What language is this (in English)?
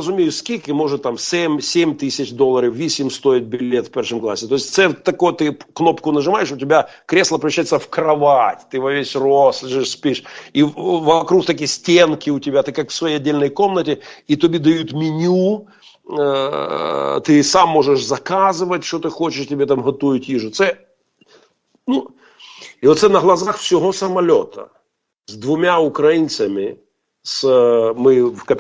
Ukrainian